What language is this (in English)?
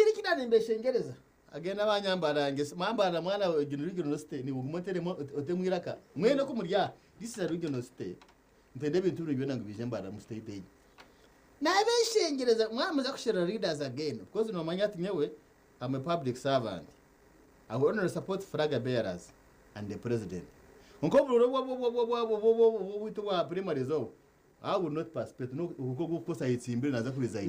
Nyankole